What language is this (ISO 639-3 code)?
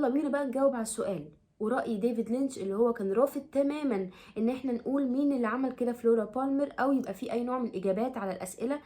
arz